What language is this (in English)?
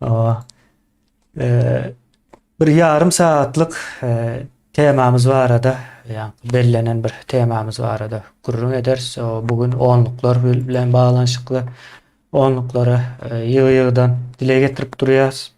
Turkmen